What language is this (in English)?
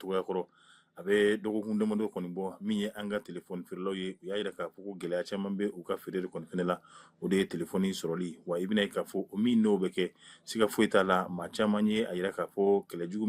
Bambara